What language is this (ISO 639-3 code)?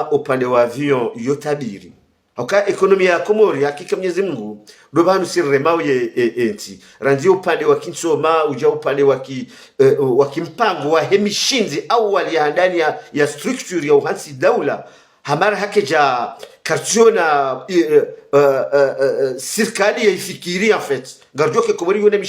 zdj